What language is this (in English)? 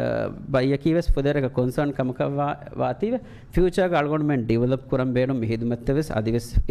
Divehi